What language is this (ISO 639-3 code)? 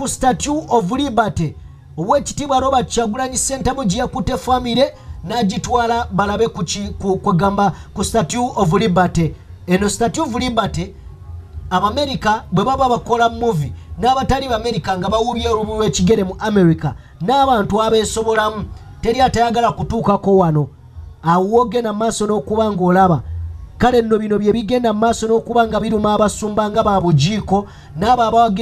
lug